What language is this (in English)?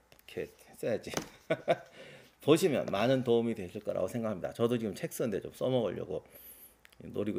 Korean